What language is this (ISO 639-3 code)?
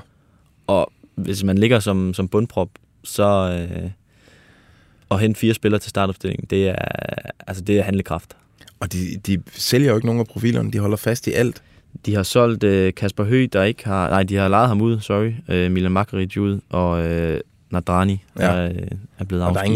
dan